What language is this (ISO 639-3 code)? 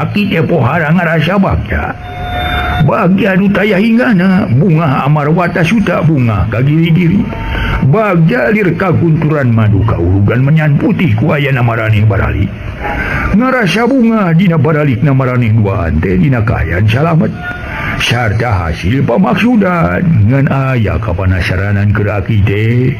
sun